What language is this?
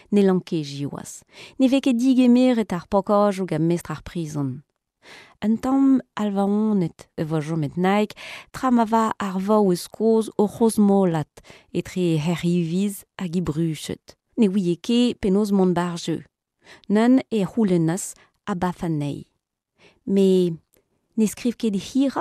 Breton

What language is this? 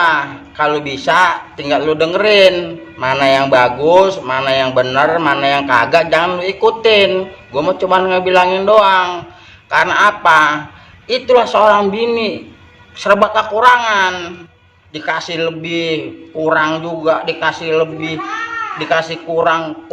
Betawi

